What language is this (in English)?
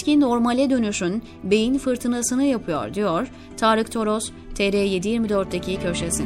Turkish